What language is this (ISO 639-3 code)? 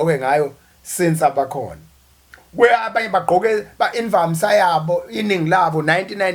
zul